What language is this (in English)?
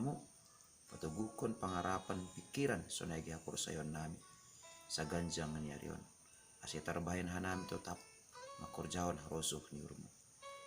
Batak Simalungun